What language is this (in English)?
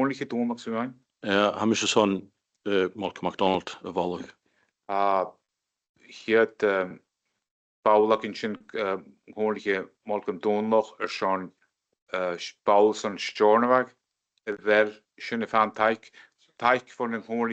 Scottish Gaelic